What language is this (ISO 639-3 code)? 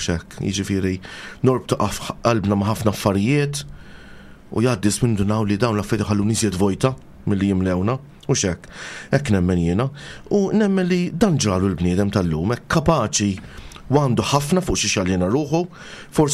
mlt